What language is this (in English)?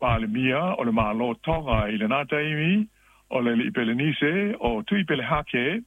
Samoan